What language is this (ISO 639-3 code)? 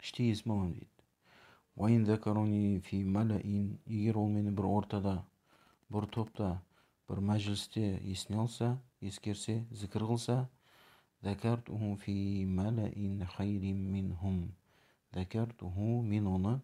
kaz